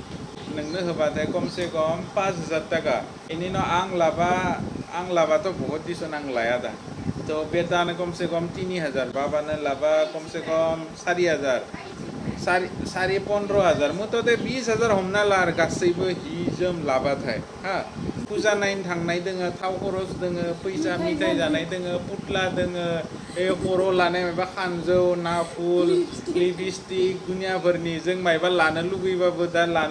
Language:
Bodo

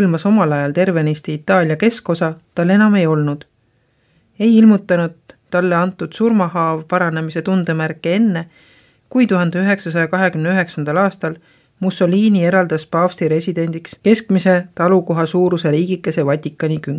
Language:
Estonian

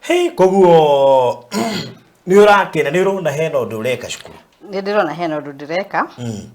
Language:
Kikuyu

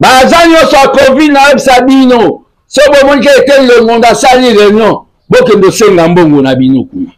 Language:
Lingala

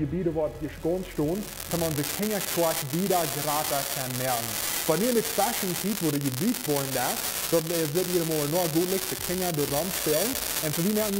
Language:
Plautdietsch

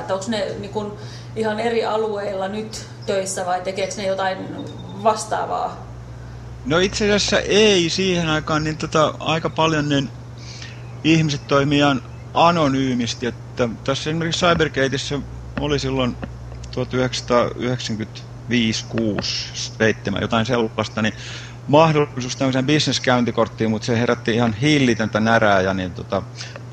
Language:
Finnish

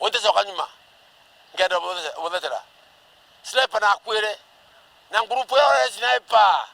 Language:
Meru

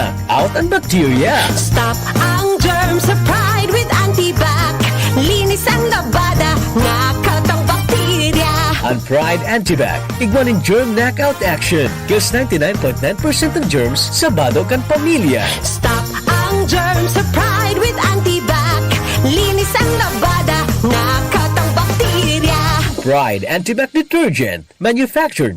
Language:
Bikol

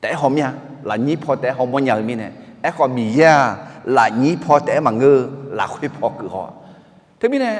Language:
Akha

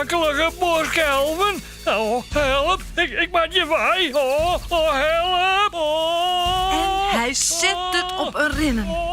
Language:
Western Frisian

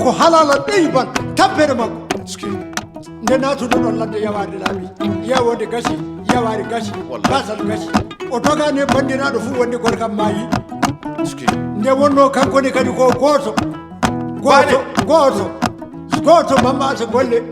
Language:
Maasina Fulfulde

